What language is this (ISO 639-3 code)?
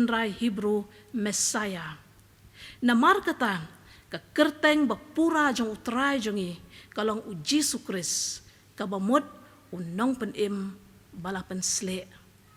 kha